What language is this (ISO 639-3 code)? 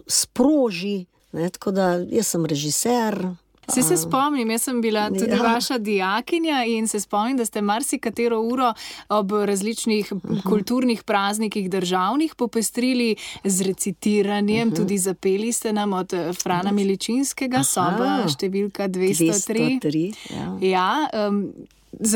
slv